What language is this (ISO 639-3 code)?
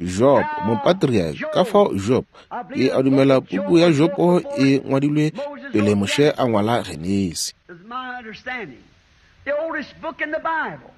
nso